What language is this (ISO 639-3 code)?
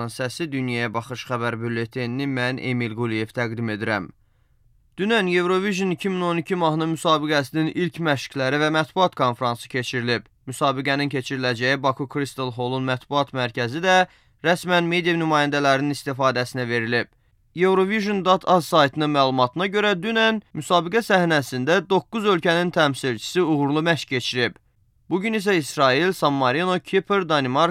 aze